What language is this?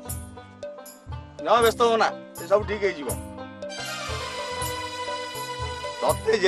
Odia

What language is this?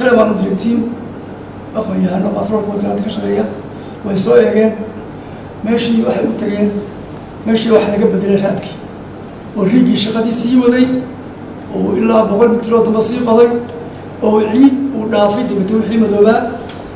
Somali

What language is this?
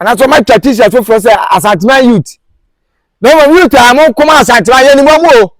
Akan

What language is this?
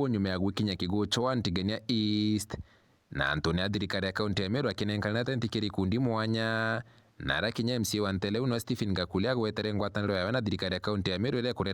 Meru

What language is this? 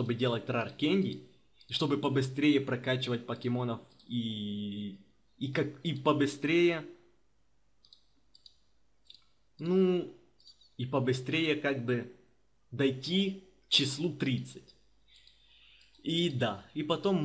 Russian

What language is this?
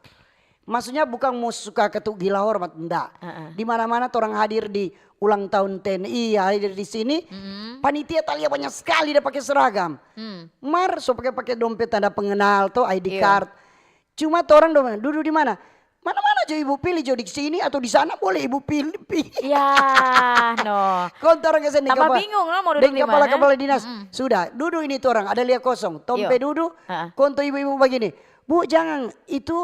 Manado Malay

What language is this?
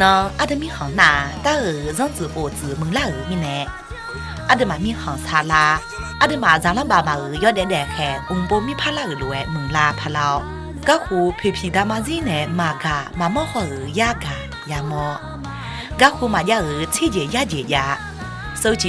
Akha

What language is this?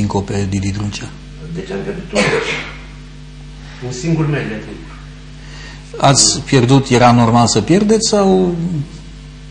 Romanian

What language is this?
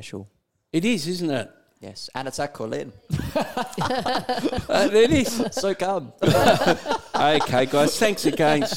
English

